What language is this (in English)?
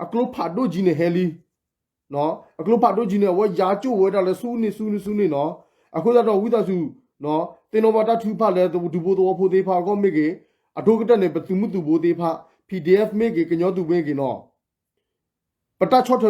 S'gaw Karen